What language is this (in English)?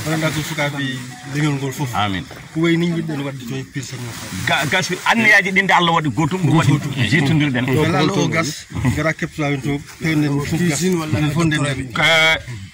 Fula